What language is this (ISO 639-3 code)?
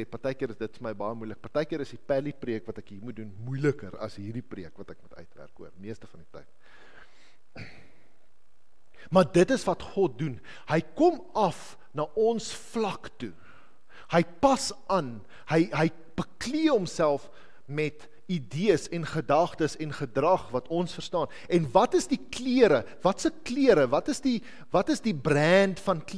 afr